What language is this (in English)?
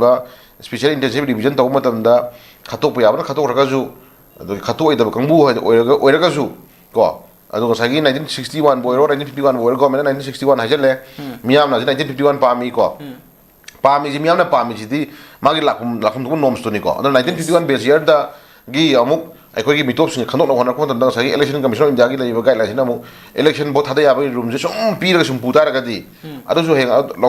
Manipuri